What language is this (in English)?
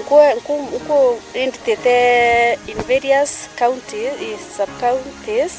Meru